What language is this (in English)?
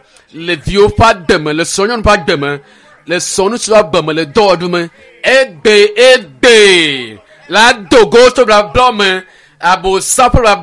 Ewe